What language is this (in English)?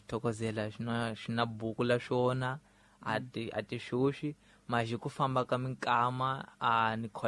Tsonga